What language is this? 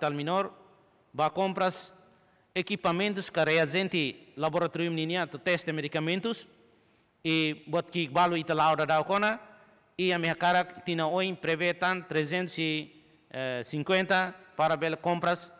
Tetum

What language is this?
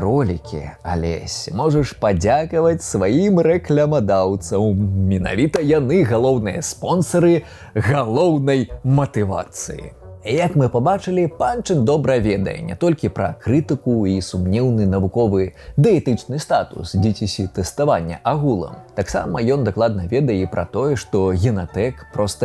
Belarusian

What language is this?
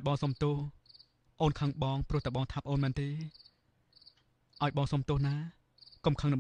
Khmer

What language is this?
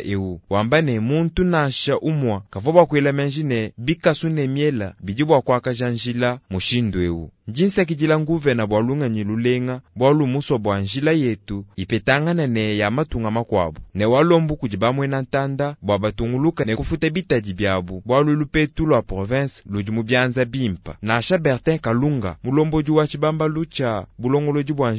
Luba-Lulua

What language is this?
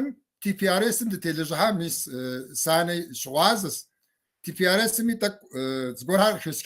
Kabardian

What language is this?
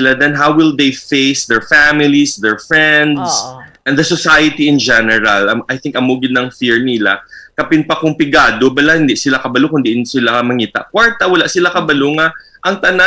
Hiligaynon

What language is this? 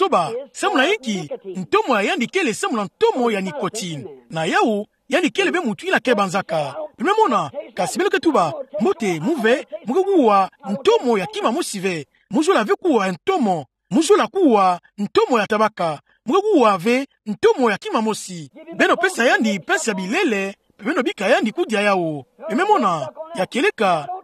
Kituba (Democratic Republic of Congo)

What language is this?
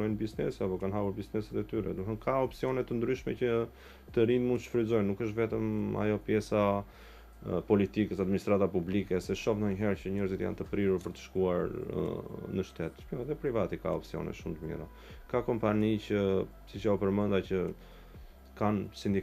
Albanian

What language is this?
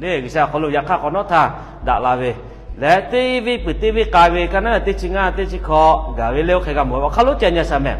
Lahu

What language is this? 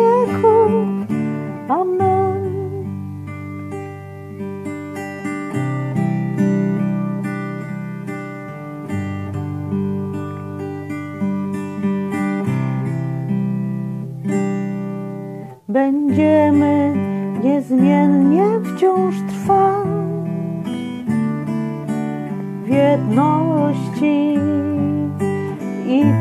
Polish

